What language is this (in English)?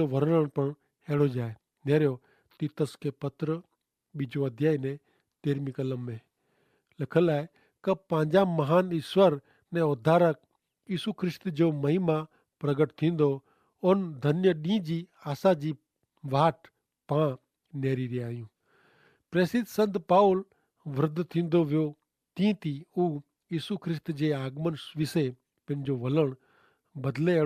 Kachhi